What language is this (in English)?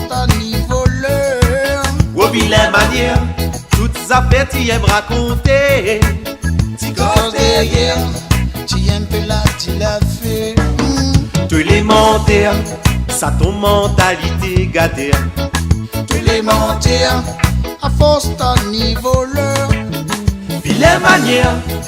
Réunion Creole French